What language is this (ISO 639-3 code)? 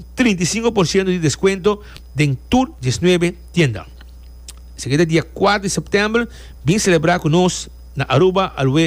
pap